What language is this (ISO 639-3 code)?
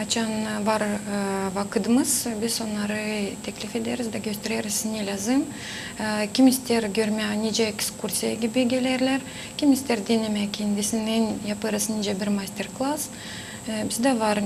gag